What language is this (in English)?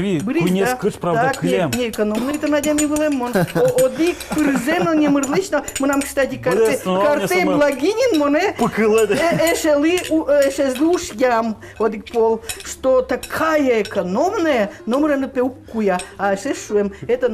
Udmurt